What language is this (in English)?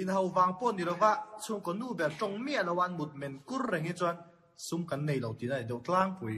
Mizo